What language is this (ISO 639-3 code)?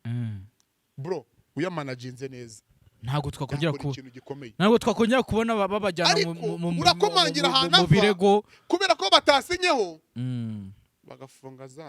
kin